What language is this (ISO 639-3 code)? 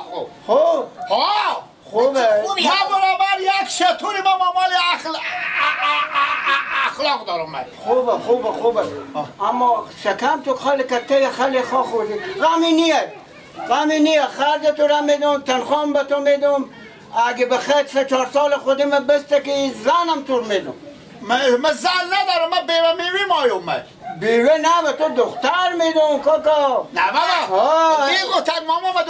fas